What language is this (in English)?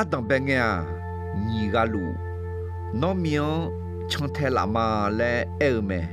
Akha